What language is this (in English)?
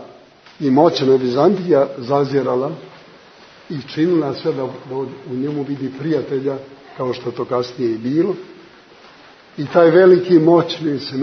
Serbian